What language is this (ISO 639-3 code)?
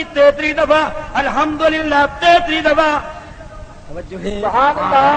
skr